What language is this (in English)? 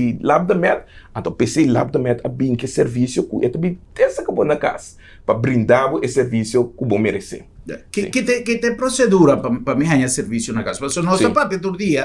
Papiamento